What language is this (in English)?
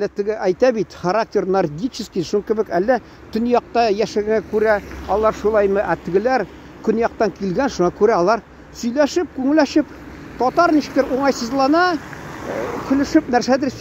Tatar